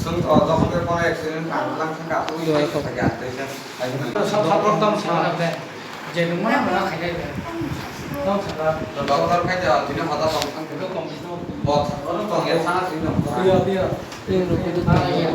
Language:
Kok Borok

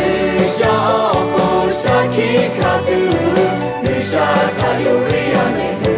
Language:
Lahu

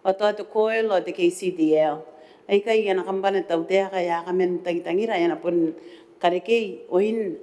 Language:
Gilbertese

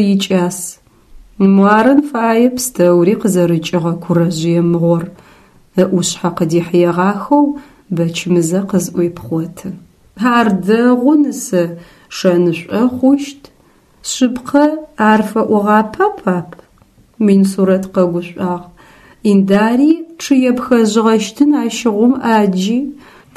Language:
Adyghe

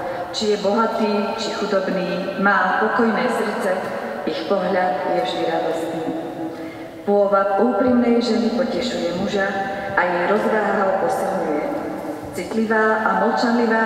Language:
Slovak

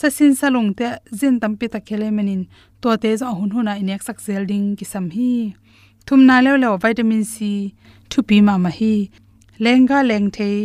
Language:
Tedim Chin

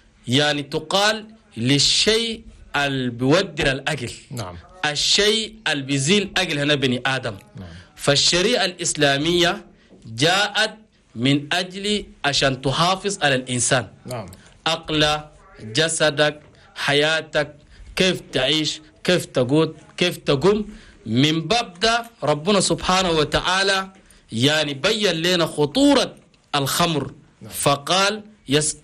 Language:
Chadian Arabic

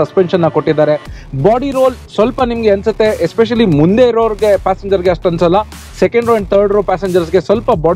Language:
Kannada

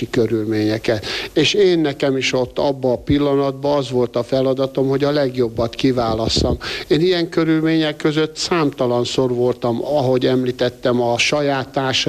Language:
Hungarian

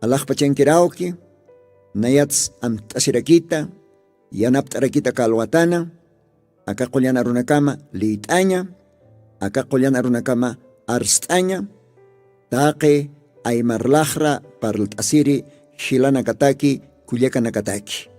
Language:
Aymara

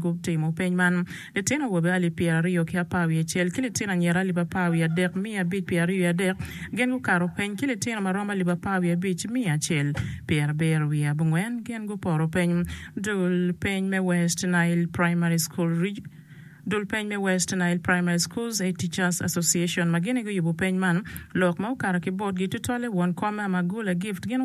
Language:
Acoli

